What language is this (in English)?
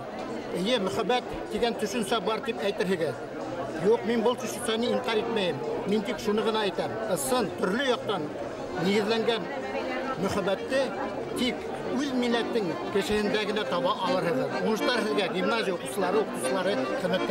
Bashkir